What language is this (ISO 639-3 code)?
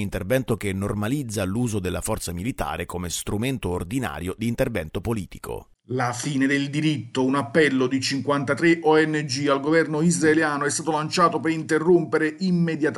ita